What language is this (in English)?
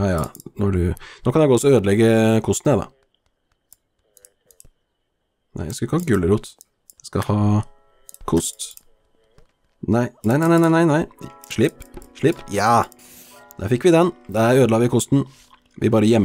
Norwegian